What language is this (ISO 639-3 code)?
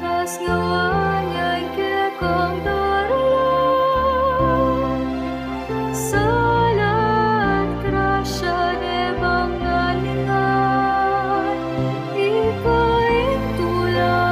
pam